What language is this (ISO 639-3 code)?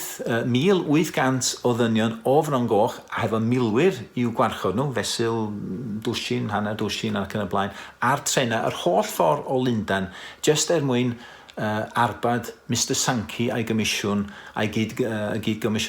cym